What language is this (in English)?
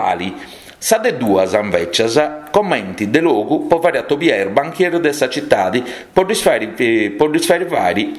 Sardinian